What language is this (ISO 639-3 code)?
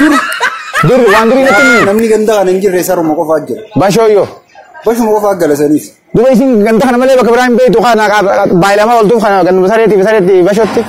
orm